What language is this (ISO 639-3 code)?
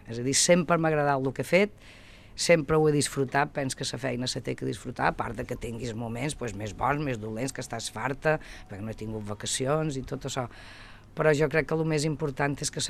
cat